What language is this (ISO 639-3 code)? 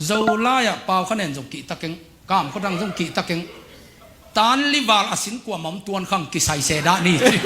ctd